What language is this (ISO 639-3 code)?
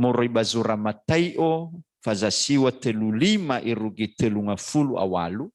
nia